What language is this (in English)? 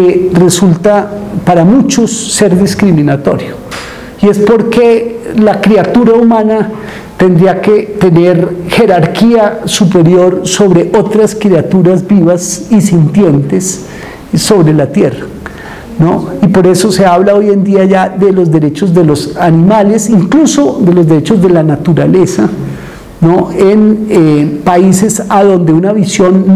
Spanish